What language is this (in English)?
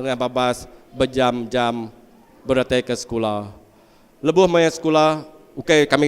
Iban